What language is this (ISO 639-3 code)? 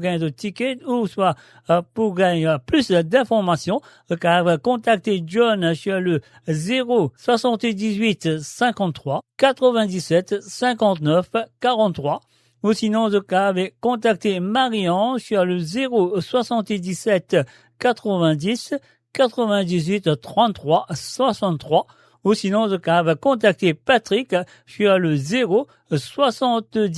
mfe